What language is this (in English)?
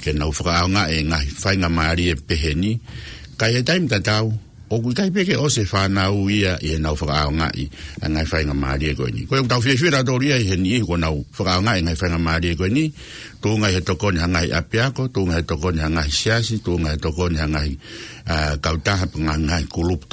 Tongan